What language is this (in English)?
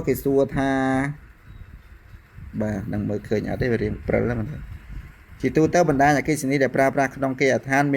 Khmer